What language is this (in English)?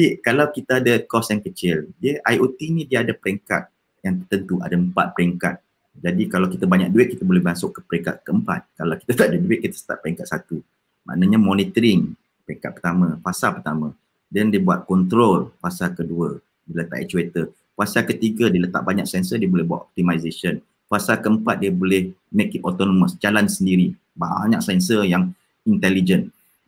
Malay